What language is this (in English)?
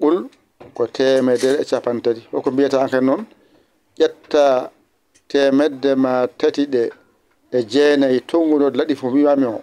Fula